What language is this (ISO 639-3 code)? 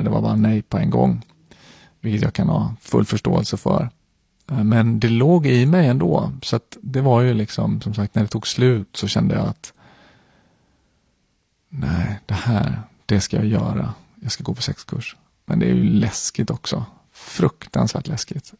swe